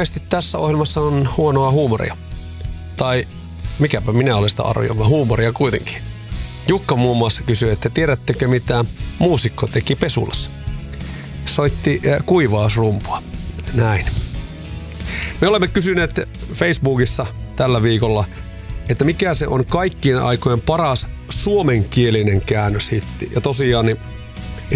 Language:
Finnish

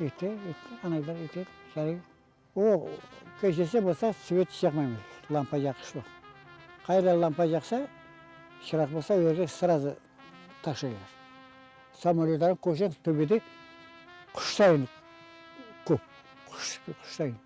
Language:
Crimean Tatar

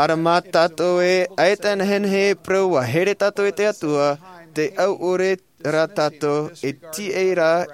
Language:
Tahitian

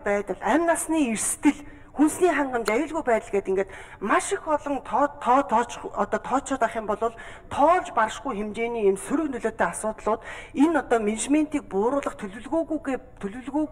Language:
Mongolian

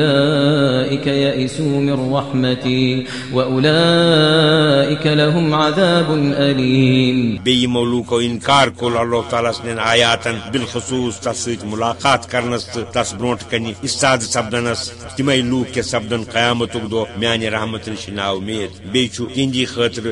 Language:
Kashmiri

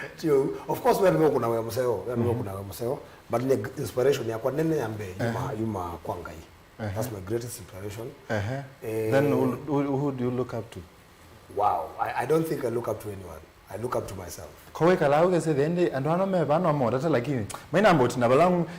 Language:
Kamba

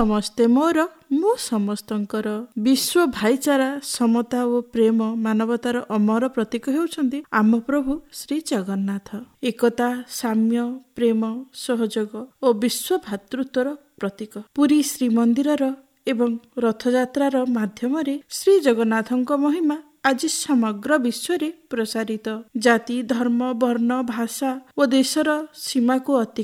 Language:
Odia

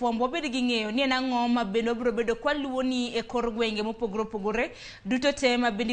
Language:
Luo (Kenya and Tanzania)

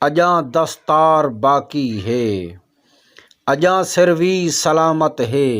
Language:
Saraiki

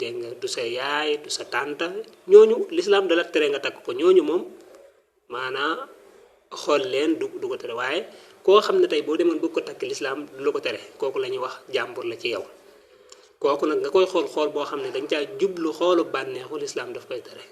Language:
Wolof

